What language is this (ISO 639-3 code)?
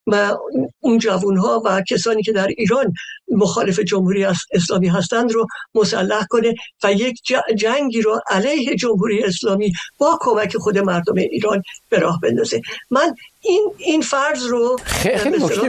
fas